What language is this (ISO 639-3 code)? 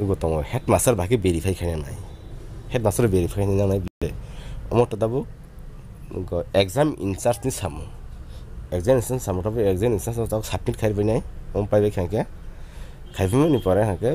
trp